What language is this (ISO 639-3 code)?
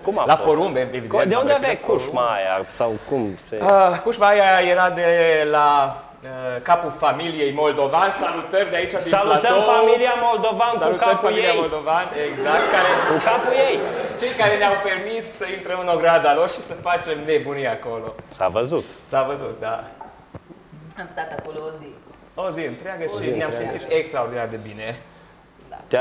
ron